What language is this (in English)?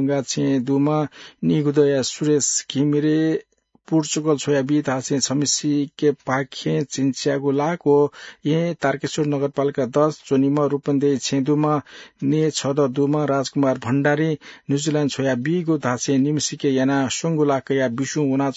Newari